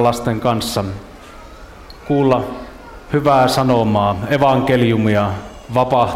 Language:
Finnish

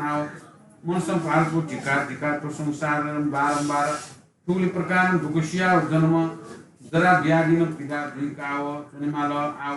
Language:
Newari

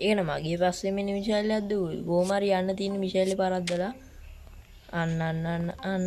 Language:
Sinhala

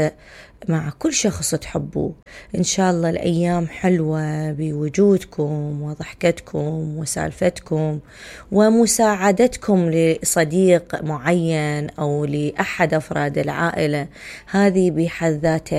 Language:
Mesopotamian Arabic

